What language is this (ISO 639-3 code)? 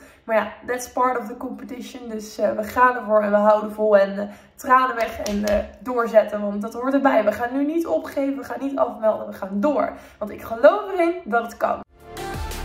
nld